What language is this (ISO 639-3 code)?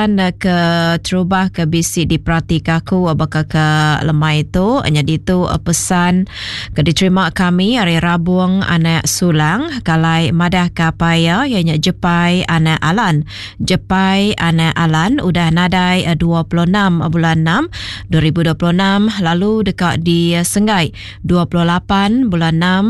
iba